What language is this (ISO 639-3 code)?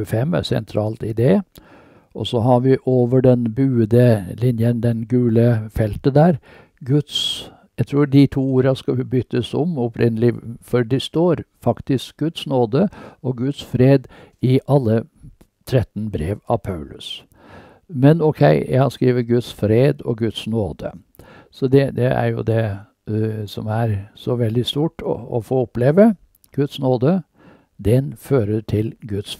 nor